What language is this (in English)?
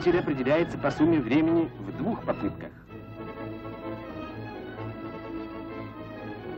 Russian